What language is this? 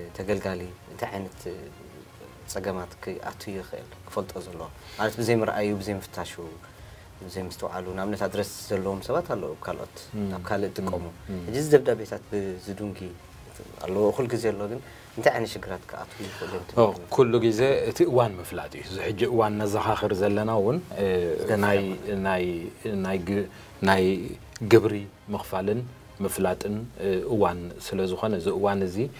Tigrinya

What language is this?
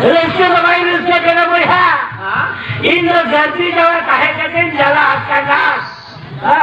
Santali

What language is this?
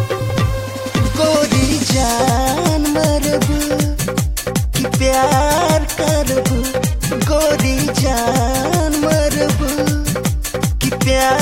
Bhojpuri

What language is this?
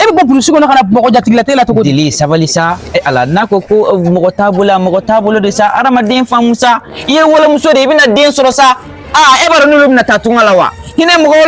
Bambara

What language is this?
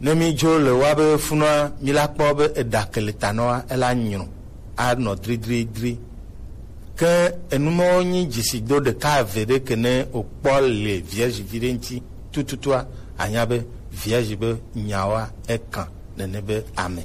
Gen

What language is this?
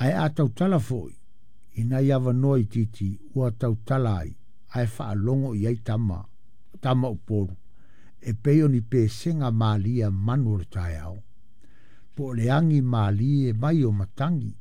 Samoan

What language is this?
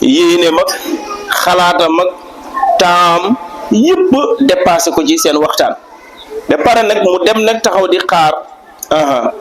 Wolof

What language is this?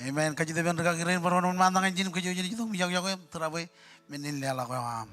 Marshallese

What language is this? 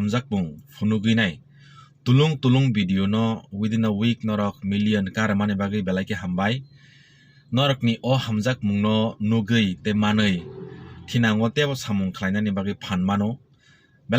Kok Borok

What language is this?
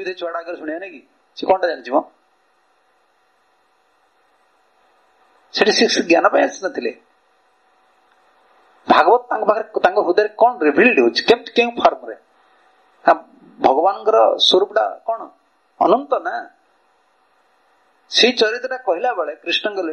Odia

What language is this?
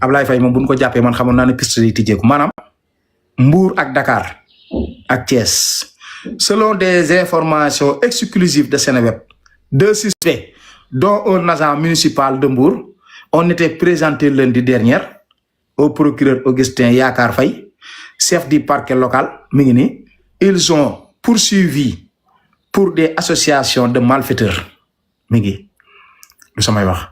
Wolof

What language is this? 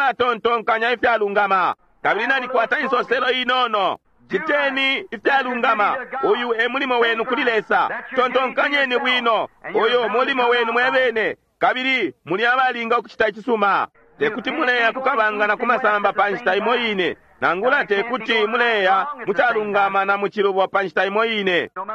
Bemba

